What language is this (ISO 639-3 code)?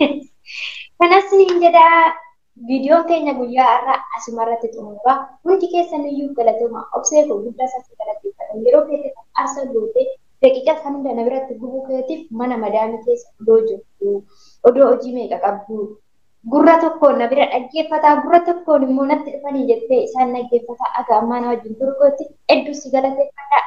orm